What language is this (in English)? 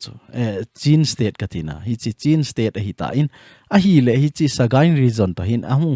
Thado Chin